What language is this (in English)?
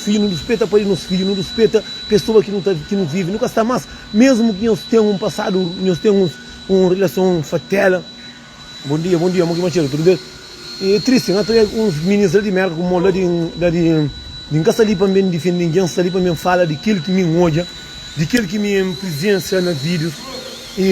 Kabuverdianu